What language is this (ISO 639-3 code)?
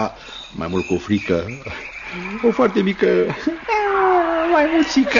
ron